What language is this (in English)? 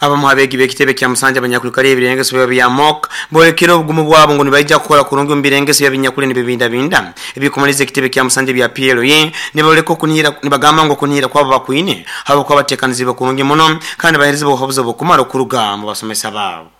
Nyoro